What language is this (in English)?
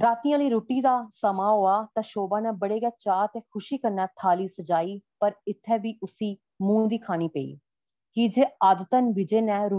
Dogri